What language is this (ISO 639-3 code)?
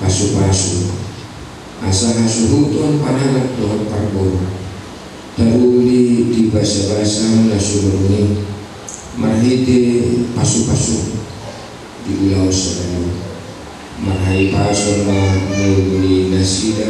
bbc